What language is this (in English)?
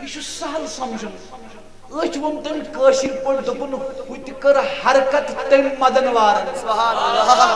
Kashmiri